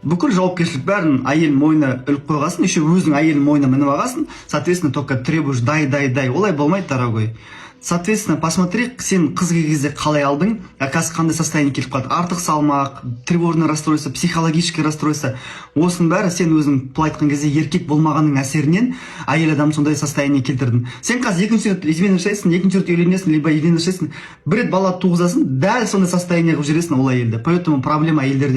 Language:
Kazakh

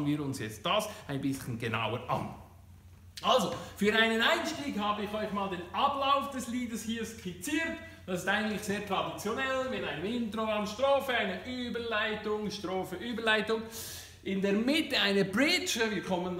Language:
Swiss German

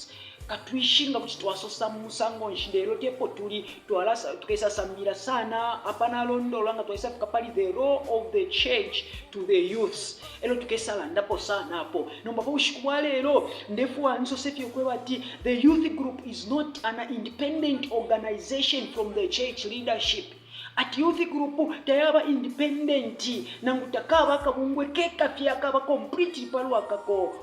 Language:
Bemba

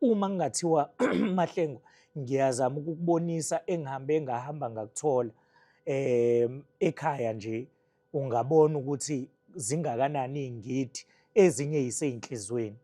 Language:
Zulu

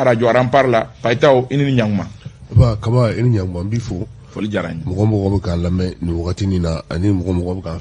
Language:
Bambara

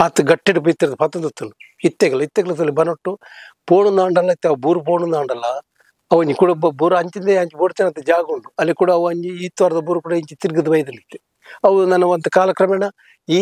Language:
Tulu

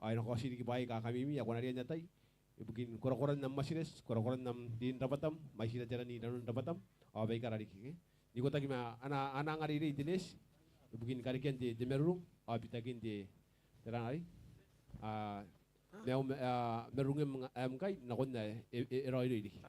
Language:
Gilbertese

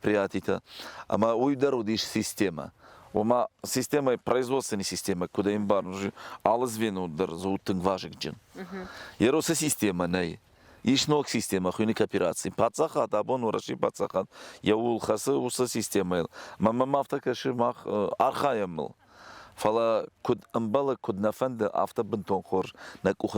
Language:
Ossetic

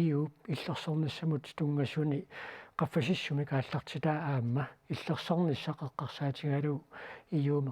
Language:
Kalaallisut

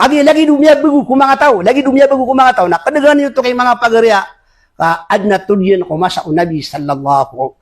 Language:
Maranao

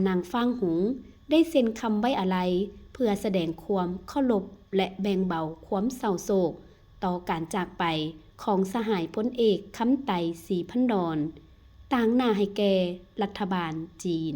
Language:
Lao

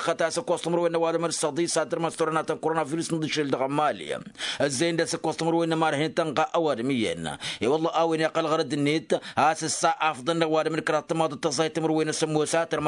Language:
Tamasheq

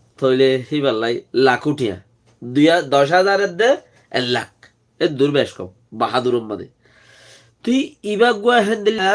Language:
Rohingya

